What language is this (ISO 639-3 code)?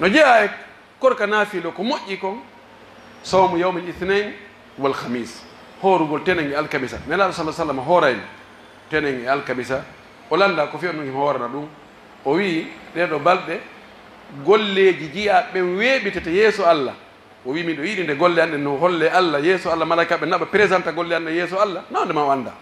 fuf